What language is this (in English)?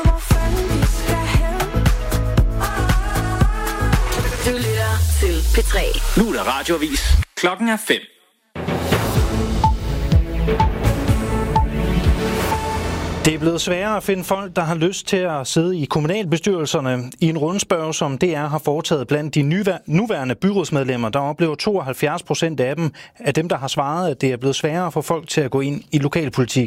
Danish